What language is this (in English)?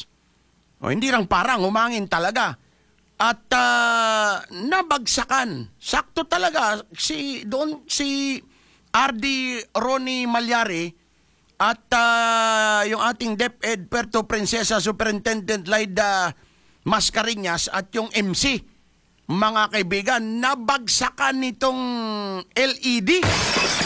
Filipino